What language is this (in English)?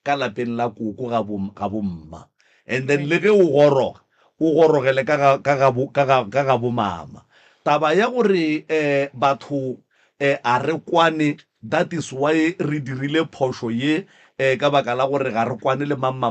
Northern Sotho